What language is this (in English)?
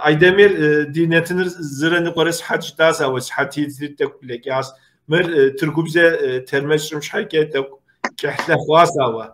Kabardian